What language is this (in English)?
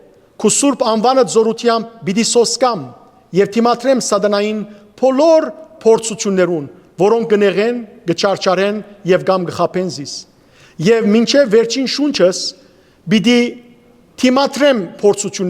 Western Armenian